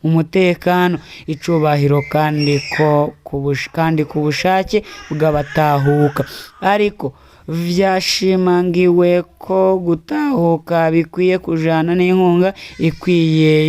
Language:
Rundi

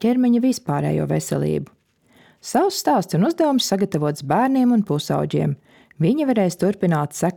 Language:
Latvian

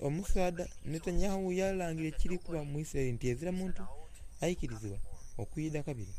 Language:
Soga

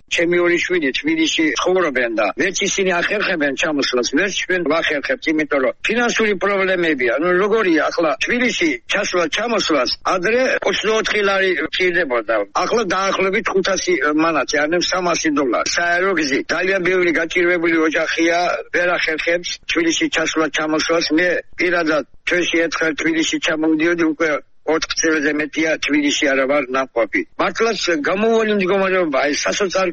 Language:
Georgian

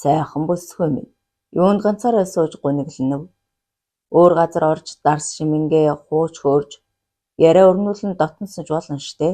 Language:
Mongolian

